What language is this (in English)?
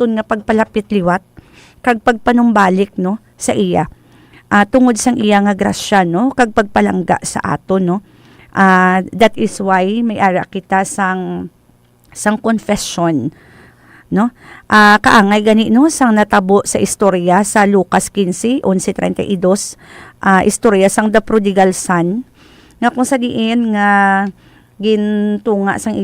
Hiligaynon